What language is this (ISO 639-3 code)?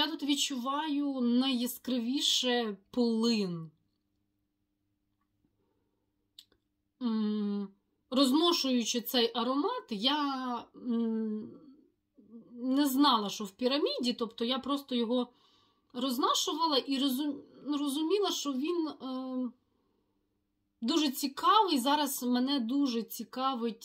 ukr